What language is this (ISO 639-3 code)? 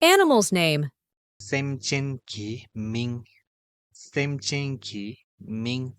bod